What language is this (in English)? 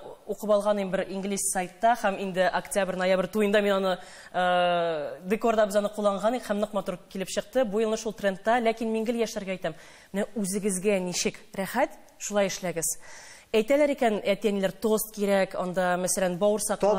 Tatar